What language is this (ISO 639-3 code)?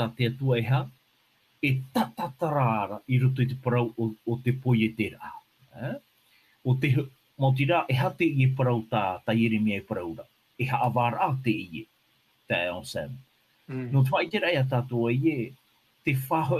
tah